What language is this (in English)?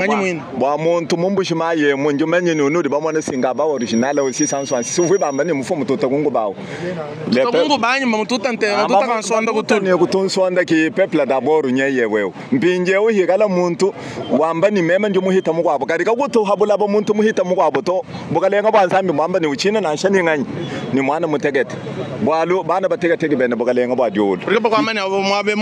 Luba-Lulua